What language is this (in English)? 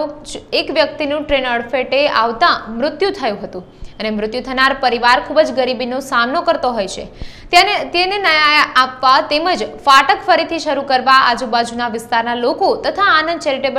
Gujarati